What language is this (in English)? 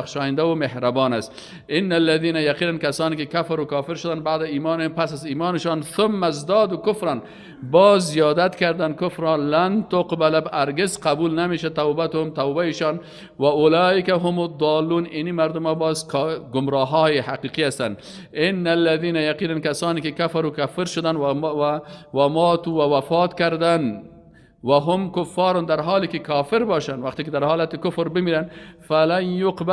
Persian